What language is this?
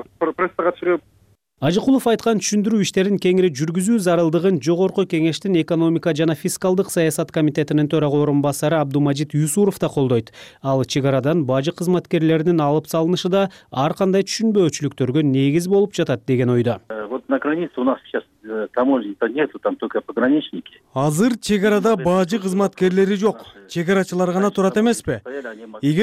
Kyrgyz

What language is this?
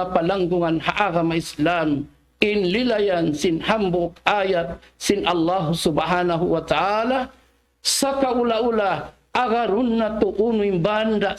Tausug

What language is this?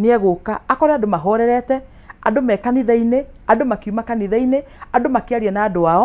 Kikuyu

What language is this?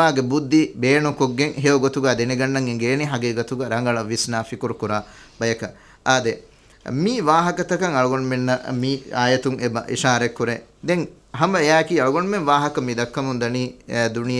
Divehi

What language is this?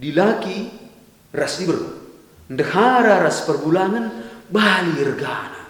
Batak Karo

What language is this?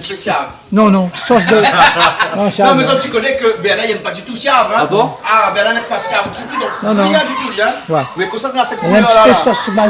Réunion Creole French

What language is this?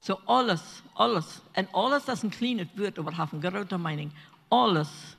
Plautdietsch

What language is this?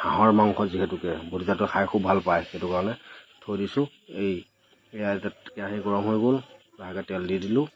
Assamese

